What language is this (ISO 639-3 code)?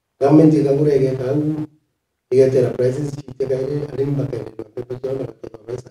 mer